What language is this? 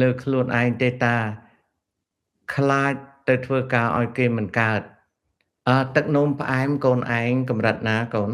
Khmer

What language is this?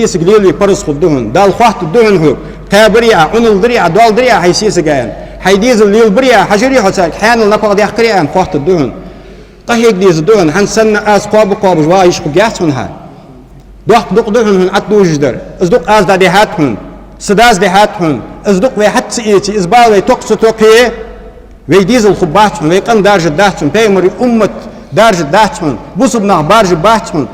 Ingush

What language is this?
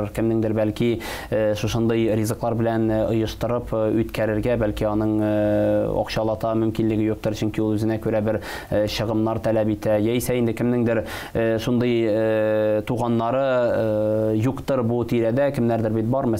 Tatar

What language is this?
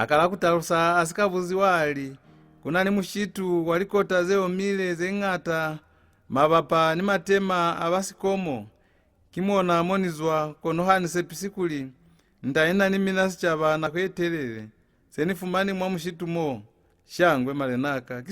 Lozi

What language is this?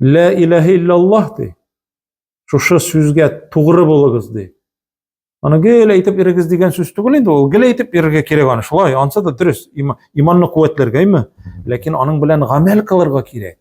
Tatar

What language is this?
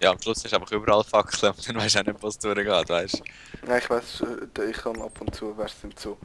Swiss German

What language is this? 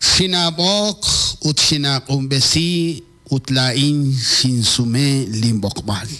Kekchí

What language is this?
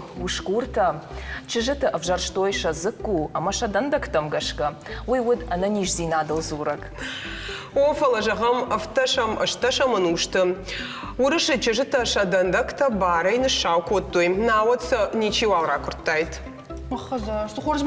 Ossetic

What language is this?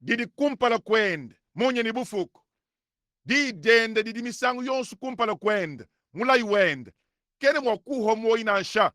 Luba-Lulua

